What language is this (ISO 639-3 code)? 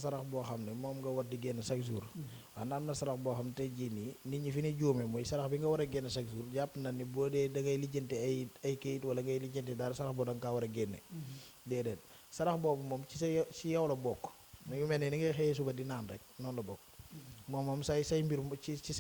wol